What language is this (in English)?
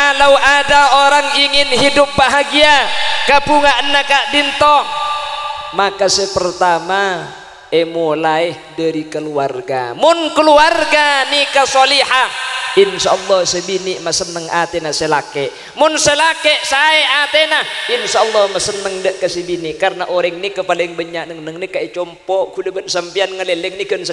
Madurese